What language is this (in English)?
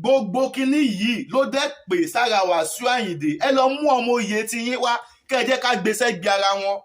Yoruba